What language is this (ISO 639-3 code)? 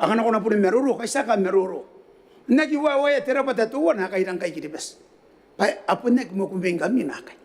gil